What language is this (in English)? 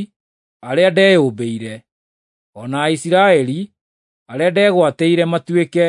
Kikuyu